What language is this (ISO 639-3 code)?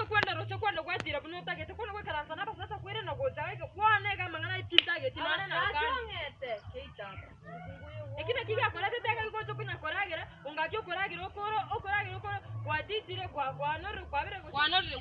guz